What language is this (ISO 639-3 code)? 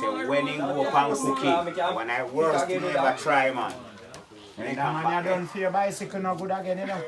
jam